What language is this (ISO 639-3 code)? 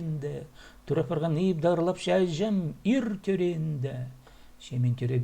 kjh